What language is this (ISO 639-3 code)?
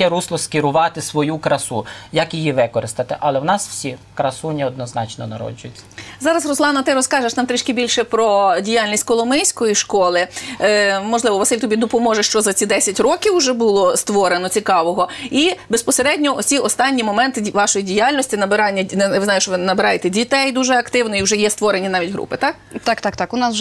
ukr